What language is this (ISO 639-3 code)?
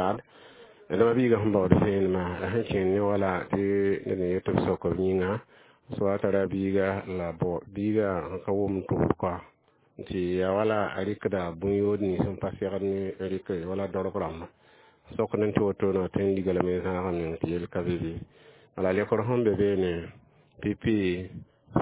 mos